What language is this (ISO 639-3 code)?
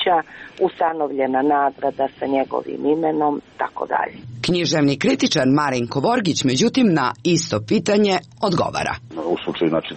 srp